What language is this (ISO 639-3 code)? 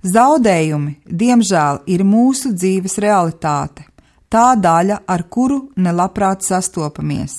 lav